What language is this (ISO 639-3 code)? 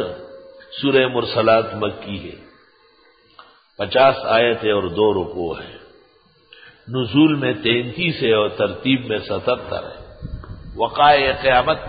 urd